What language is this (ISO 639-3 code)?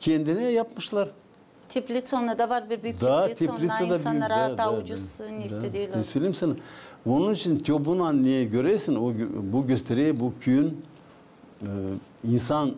gag